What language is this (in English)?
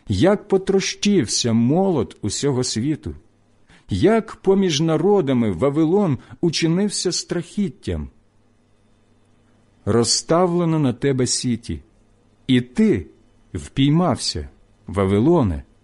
Ukrainian